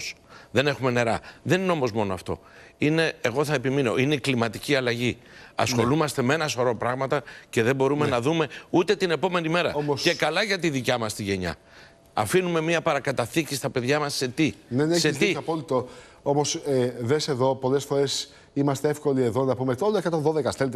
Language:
Greek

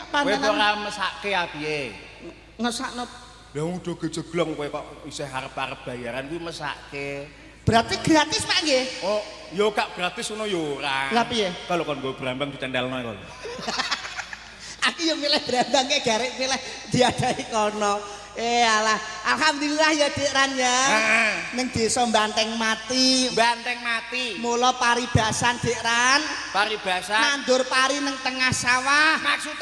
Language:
Javanese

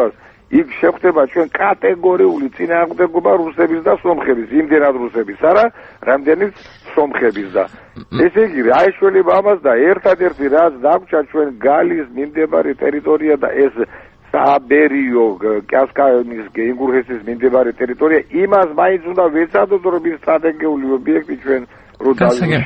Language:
Georgian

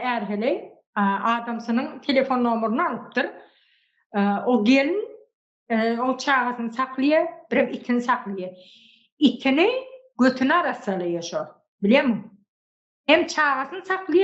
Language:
Turkmen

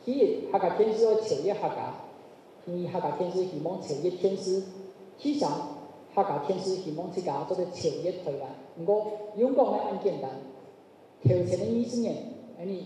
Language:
Hakka Chinese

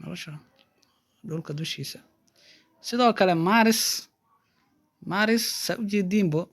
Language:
Somali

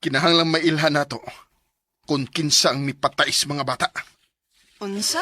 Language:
Cebuano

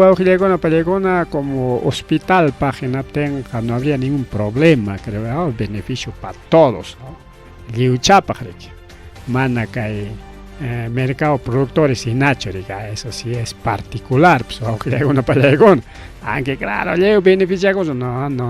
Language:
Ayacucho Quechua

